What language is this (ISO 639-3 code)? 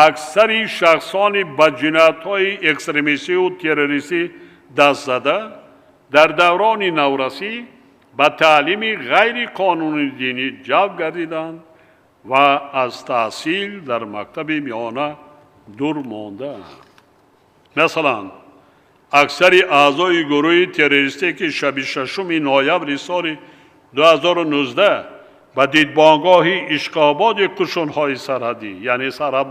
tgk